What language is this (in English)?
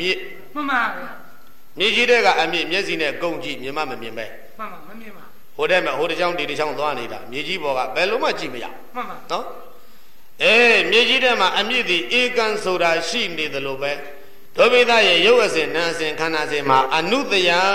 Burmese